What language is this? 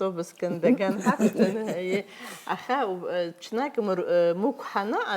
Abkhazian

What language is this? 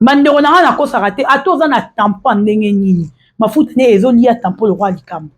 Lingala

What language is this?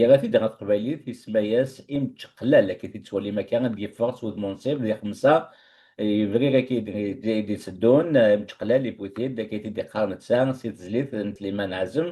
Kabyle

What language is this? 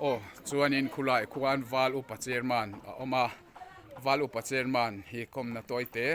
Hmar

